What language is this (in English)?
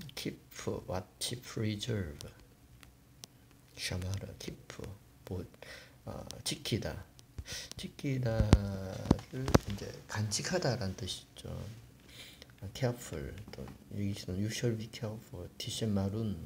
Korean